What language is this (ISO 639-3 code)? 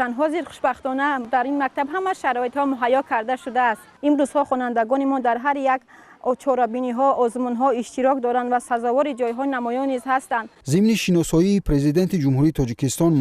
tgk